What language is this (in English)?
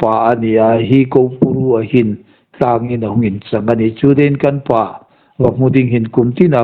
Hmar